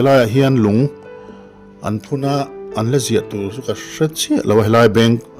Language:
Mizo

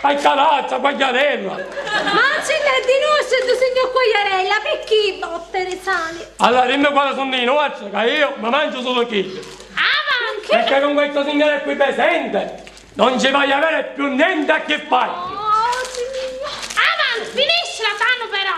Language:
Sicilian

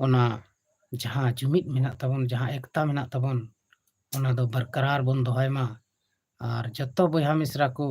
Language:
Santali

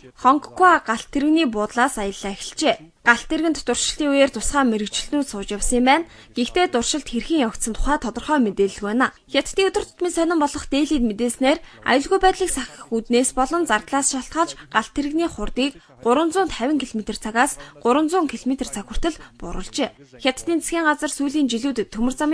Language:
Mongolian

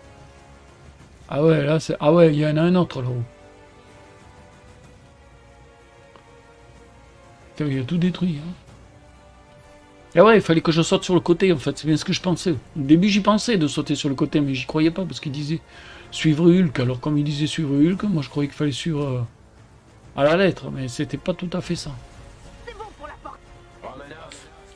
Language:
French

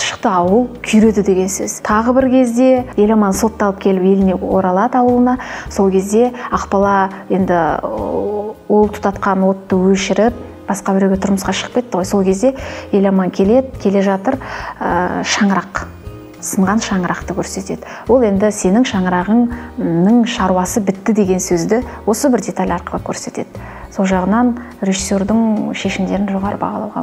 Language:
Kazakh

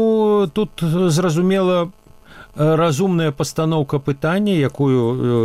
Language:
Belarusian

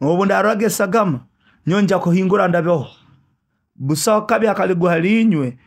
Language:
Nyoro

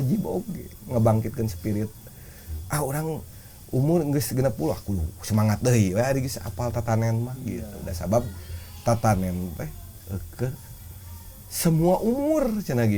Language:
Sundanese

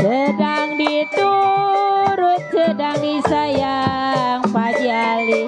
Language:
Betawi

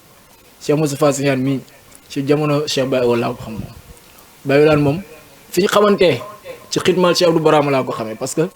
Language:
Wolof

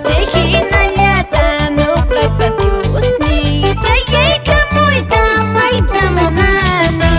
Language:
Quechua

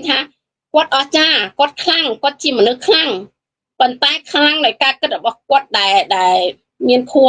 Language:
Khmer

